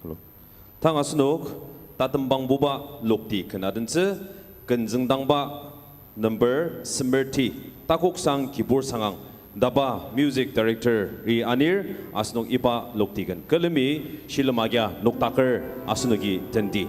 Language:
Ao Naga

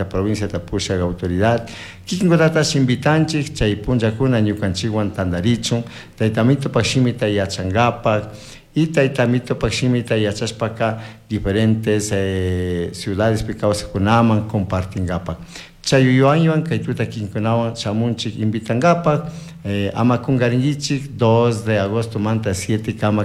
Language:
Chimborazo Highland Quichua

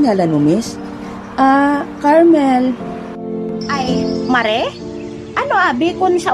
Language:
Hiligaynon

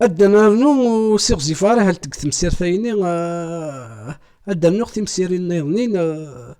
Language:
Kabyle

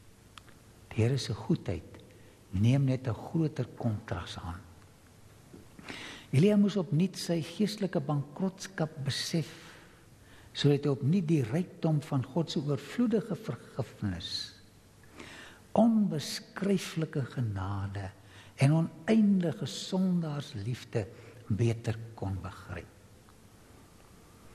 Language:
Afrikaans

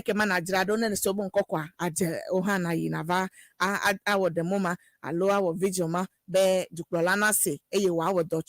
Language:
Ewe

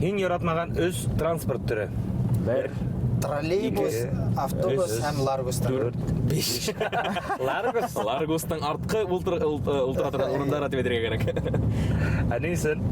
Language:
Bashkir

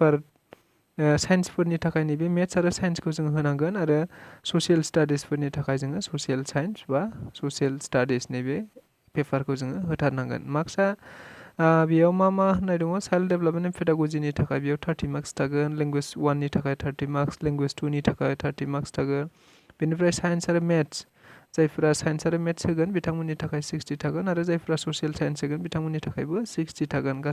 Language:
Bodo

